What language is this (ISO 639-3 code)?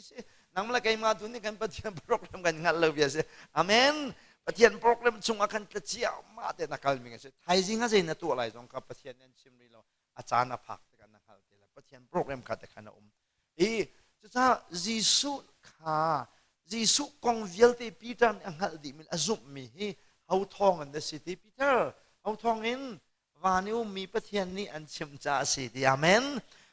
cnh